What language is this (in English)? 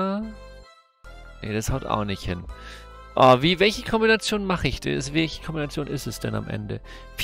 German